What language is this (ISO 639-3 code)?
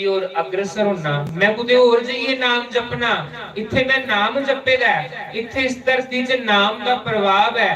doi